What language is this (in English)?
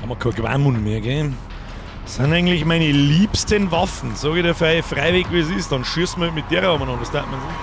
Bavarian